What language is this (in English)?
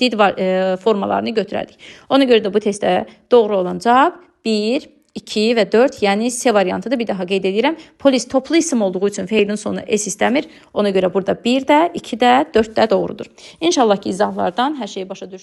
Azerbaijani